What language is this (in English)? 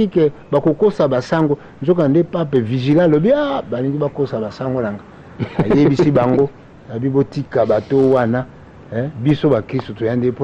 Lingala